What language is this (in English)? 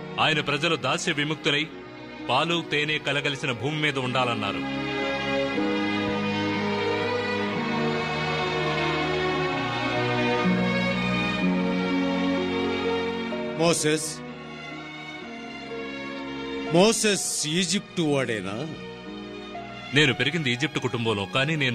Telugu